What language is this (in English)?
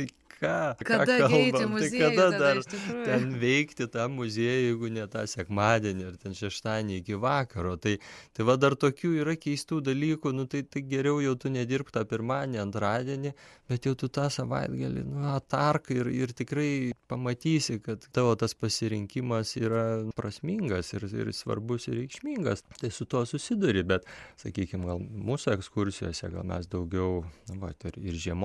Lithuanian